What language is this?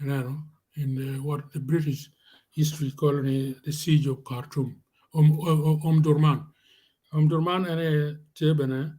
Acoli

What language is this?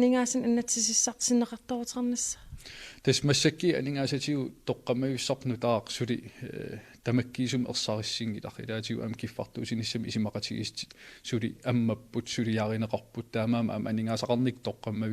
Kalaallisut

